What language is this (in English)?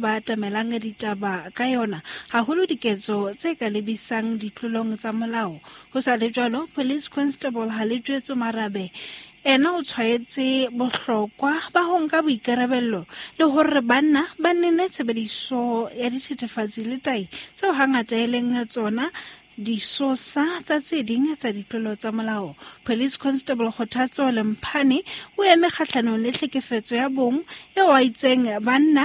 Southern Sotho